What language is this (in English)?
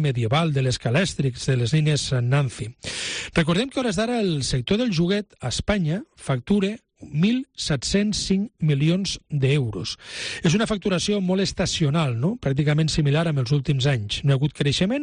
Catalan